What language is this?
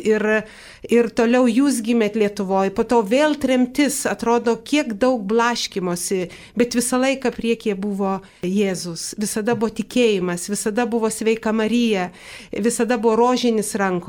Lithuanian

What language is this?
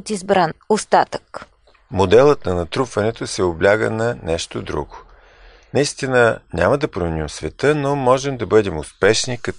Bulgarian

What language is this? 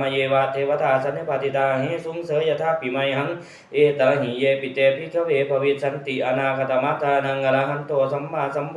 Pali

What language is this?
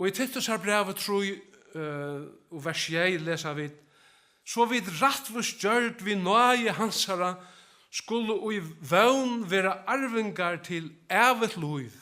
Faroese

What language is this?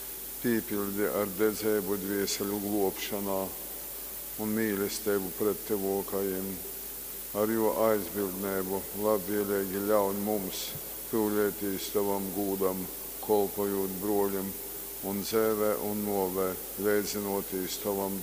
Latgalian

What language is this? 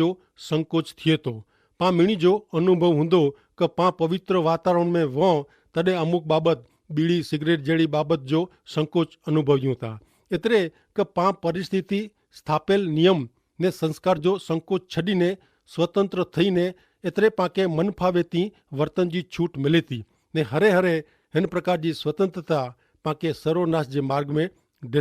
Kachhi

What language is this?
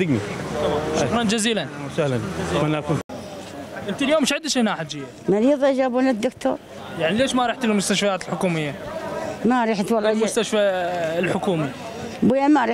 Mesopotamian Arabic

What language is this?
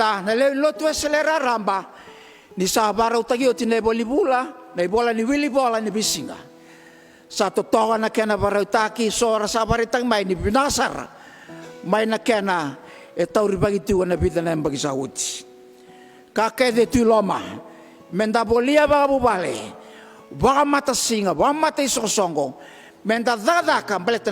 Fijian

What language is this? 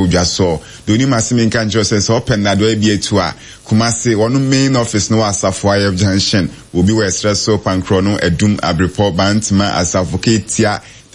Akan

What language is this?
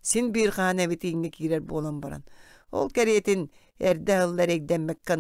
Yakut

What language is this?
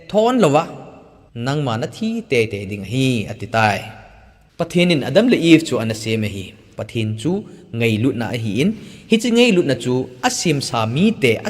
Thado Chin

